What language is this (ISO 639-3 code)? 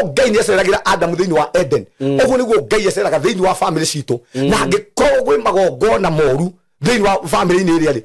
kik